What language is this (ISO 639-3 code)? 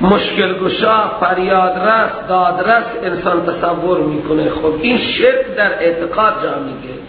fas